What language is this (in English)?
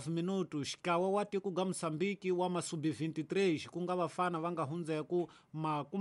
Tsonga